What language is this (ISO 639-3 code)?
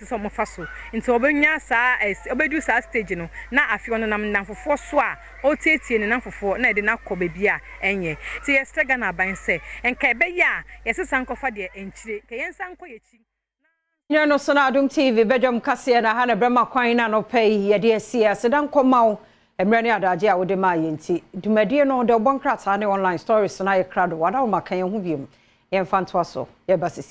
aka